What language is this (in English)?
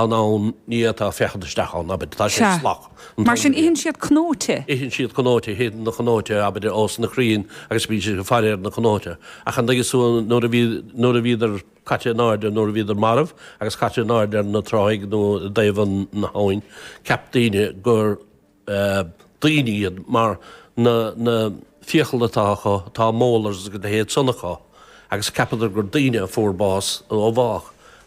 Irish